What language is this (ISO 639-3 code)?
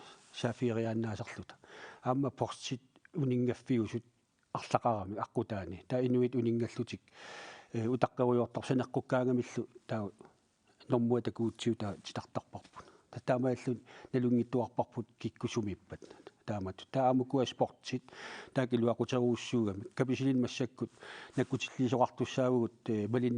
kal